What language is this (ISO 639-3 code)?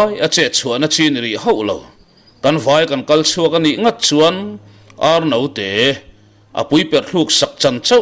lus